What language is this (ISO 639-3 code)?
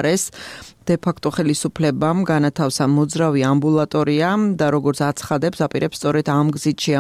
kat